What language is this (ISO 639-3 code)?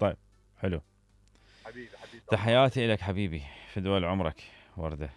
acm